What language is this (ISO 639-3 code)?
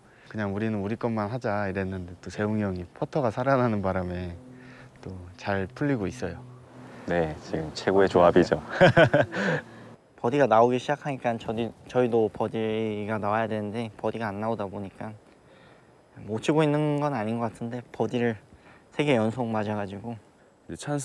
kor